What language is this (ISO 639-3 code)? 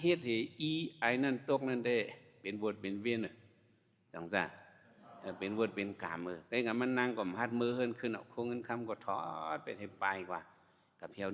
shn